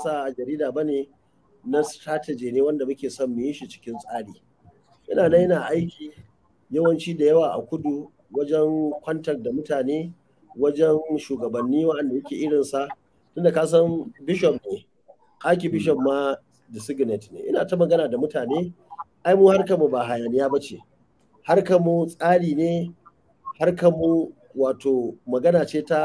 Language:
Hausa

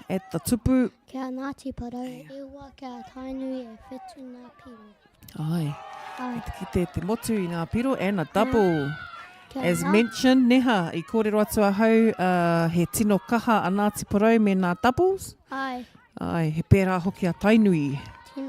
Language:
Māori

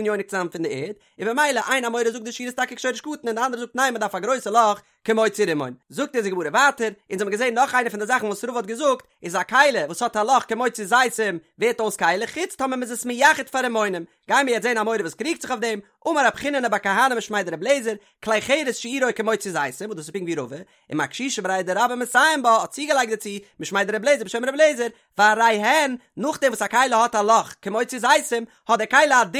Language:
Yiddish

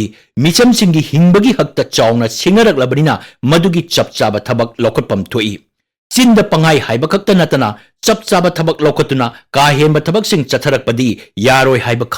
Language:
Manipuri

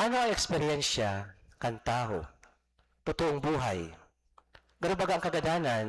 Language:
Bikol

